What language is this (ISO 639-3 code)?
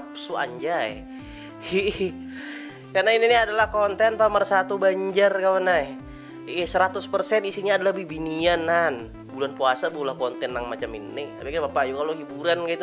bjn